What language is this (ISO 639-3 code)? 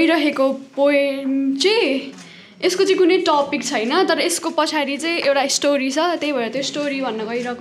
nep